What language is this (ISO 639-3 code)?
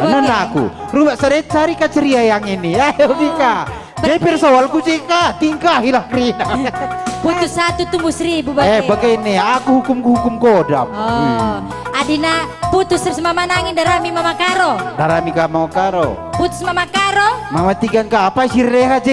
btx